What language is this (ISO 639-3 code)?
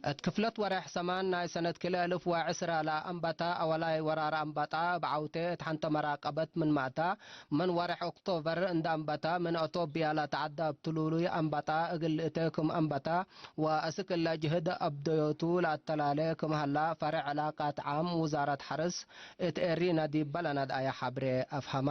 tig